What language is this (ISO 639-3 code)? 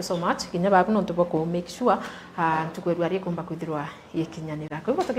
mer